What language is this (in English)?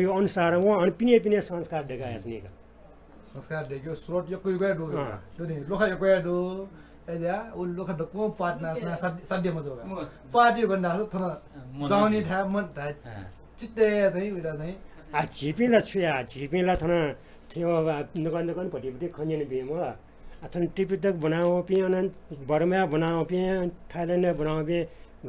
Newari